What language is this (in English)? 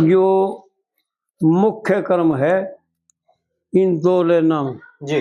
Haryanvi